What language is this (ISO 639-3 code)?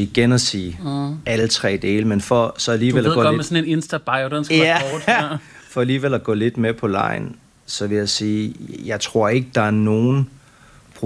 dan